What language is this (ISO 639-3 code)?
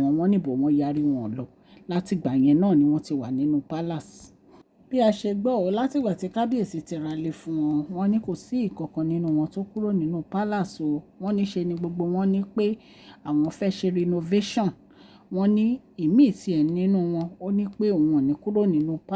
yor